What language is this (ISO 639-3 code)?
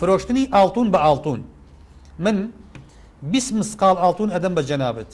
ckb